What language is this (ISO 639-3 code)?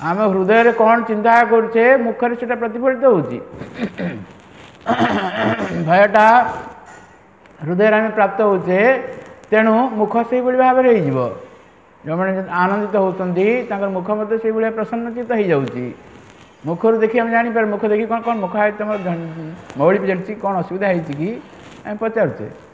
ori